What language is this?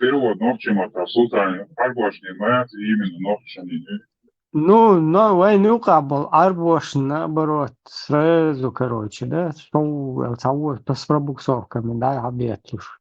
Chechen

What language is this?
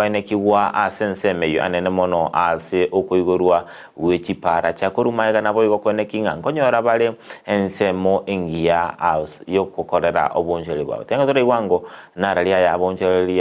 Gusii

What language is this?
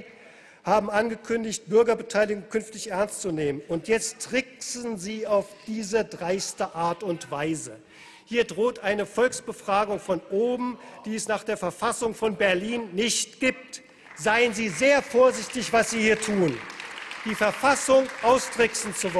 German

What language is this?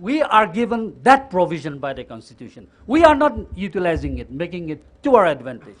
Tangkhul Naga (India)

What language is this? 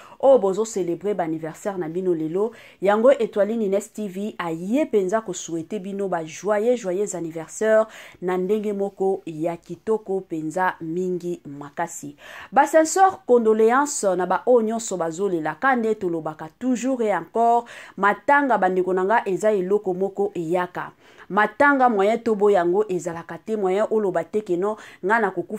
Lingala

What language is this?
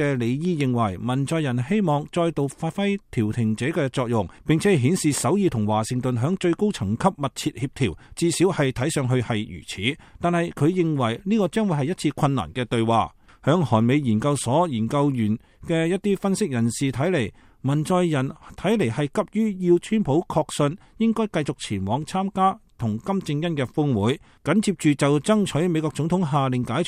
Cantonese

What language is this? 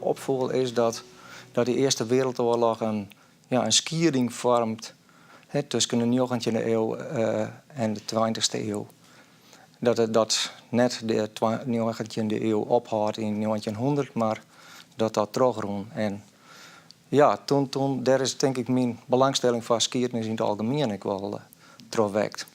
Western Frisian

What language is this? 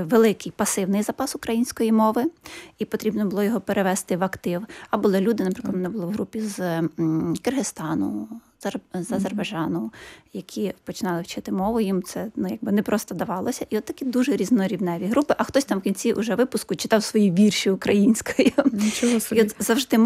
Ukrainian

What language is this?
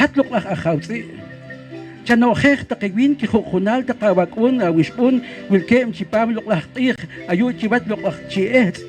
Poqomchi'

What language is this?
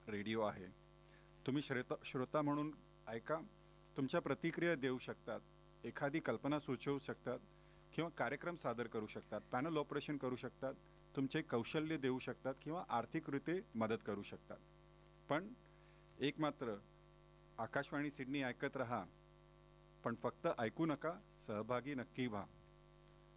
Marathi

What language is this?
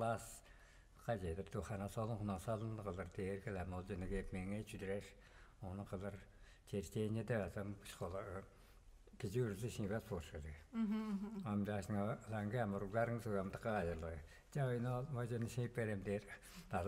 Tuvinian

